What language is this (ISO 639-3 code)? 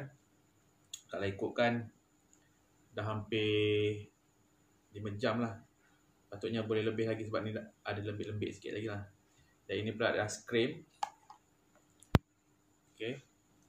msa